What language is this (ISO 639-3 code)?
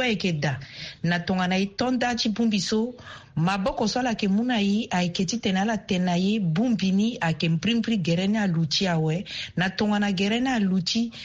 sag